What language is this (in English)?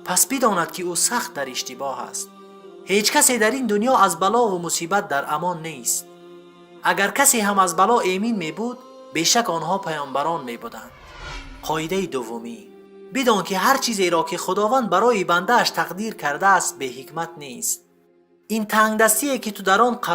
Persian